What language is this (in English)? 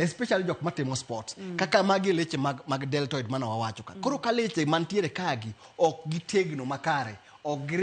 Luo (Kenya and Tanzania)